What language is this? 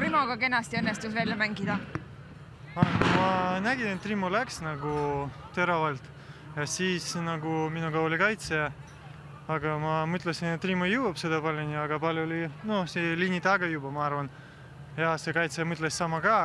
Estonian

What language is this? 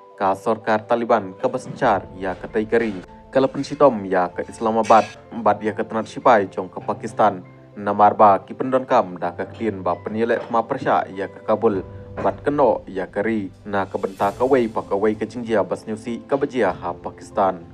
Khasi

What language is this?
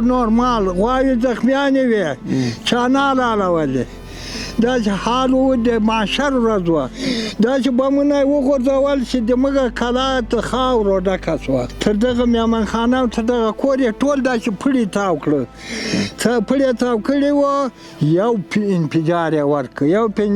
Pashto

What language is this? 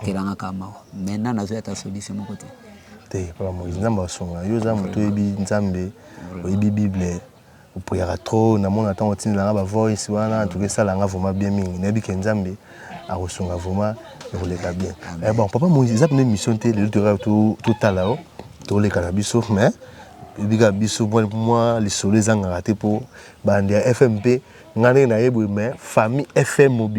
Lingala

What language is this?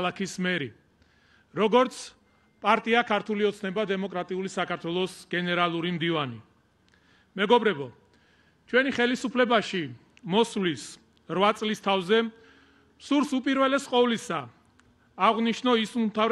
Georgian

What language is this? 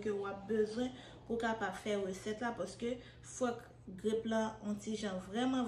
Haitian Creole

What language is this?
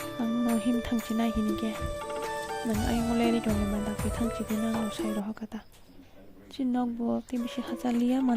Kok Borok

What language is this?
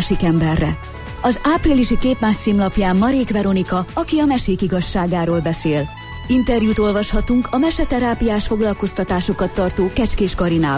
Hungarian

